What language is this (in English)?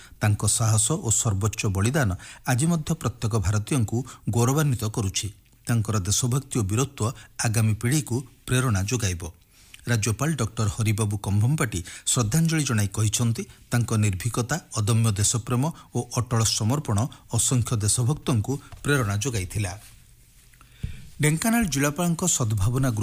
Odia